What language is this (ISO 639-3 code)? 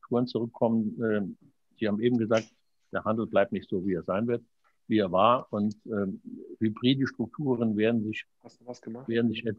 deu